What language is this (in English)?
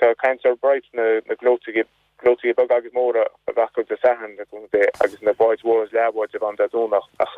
Irish